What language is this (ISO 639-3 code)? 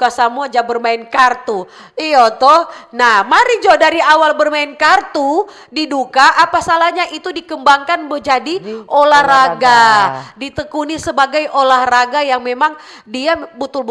xmm